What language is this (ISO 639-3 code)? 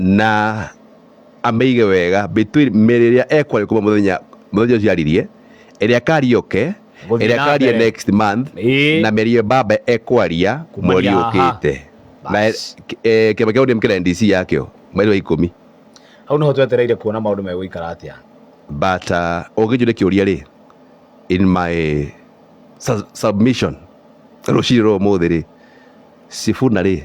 kik